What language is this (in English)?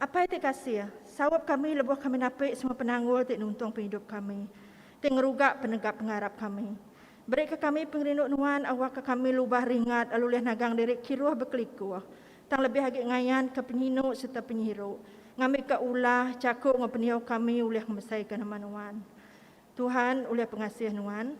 Iban